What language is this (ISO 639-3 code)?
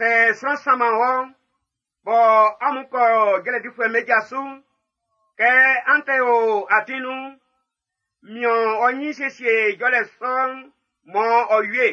bci